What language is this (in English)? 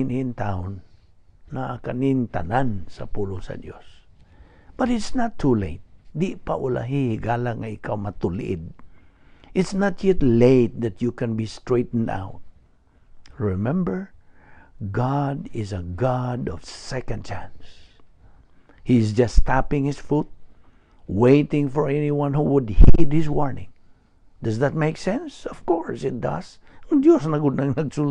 Cebuano